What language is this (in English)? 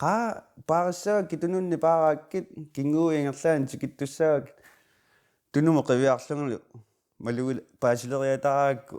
Kalaallisut